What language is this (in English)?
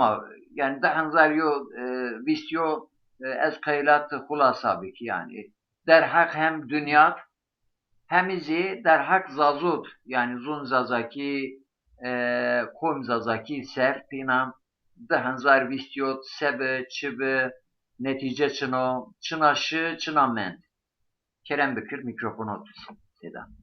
Zaza